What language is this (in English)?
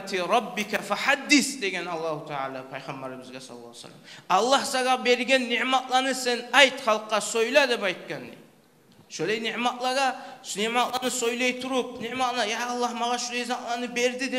Kumyk